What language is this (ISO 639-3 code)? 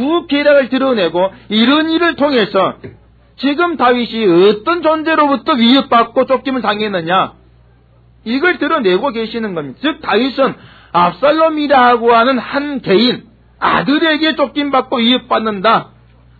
kor